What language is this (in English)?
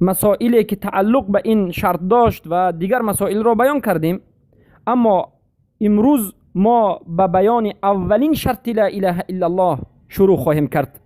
Persian